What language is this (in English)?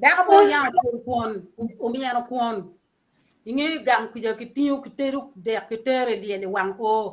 Acoli